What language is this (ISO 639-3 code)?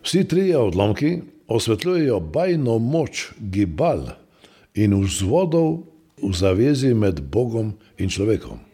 slv